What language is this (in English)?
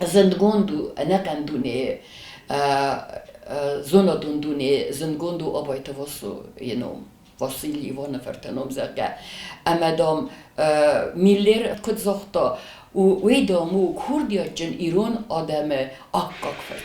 Ossetic